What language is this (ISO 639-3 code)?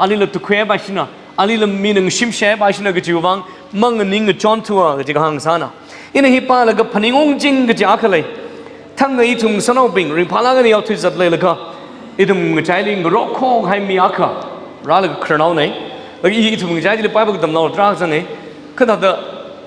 nmf